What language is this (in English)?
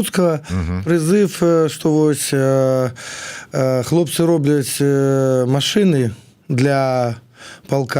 Belarusian